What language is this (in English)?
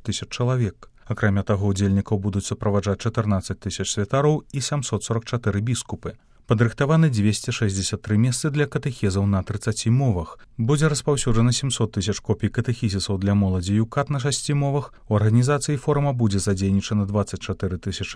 Belarusian